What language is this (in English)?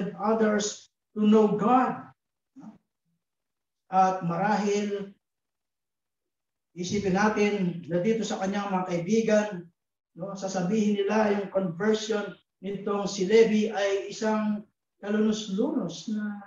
Filipino